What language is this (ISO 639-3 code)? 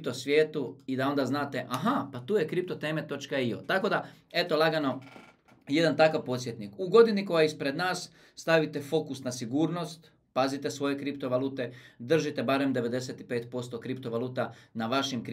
hrv